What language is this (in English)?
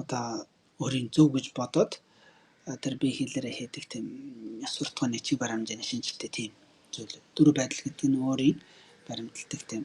Mongolian